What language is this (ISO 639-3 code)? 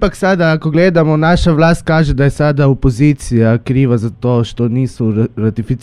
srp